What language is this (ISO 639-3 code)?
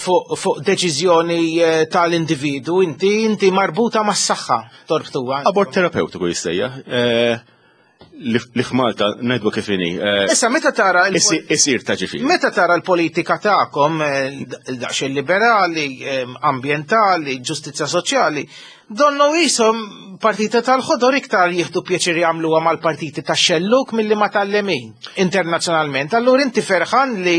mlt